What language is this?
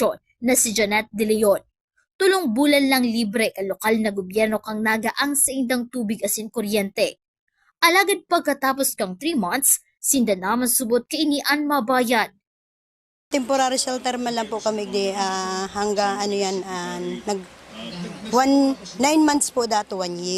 Bikol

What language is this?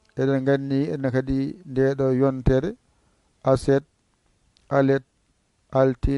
Pular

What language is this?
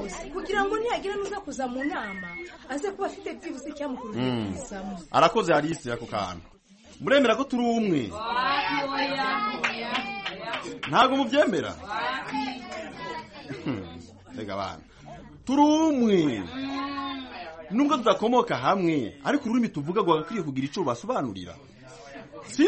Kinyarwanda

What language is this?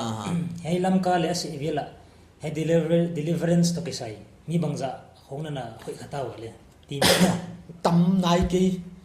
Paite Chin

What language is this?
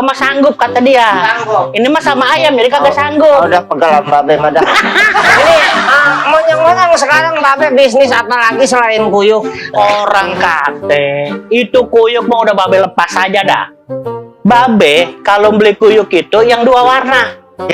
Betawi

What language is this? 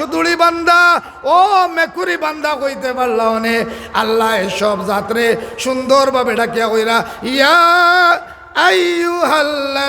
Sylheti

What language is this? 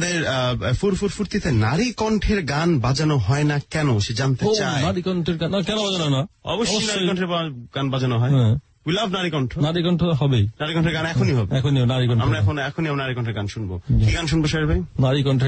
Bangla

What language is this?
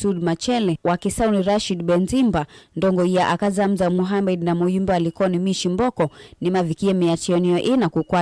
Kamba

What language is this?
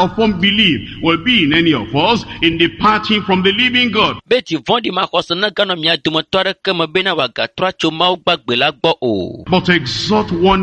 Ewe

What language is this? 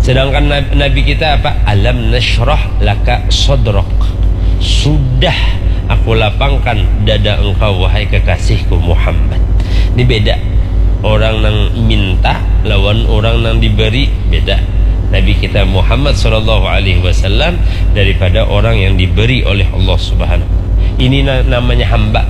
Banjar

